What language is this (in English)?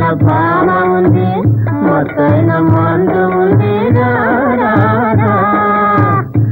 Telugu